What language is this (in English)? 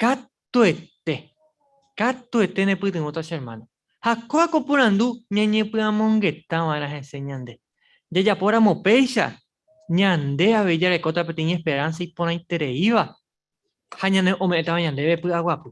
Guarani